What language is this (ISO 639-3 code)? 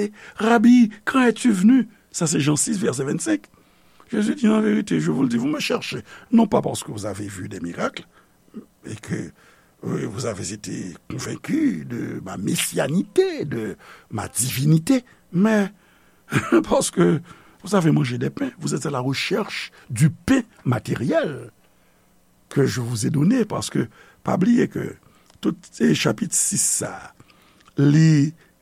hat